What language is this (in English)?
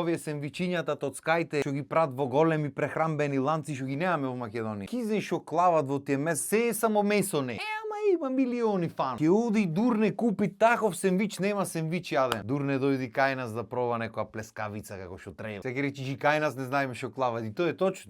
Macedonian